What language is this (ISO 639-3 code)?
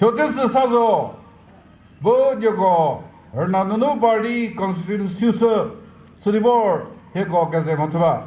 nri